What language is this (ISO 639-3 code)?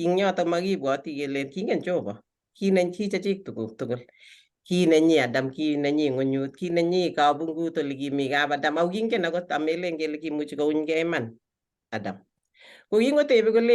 kln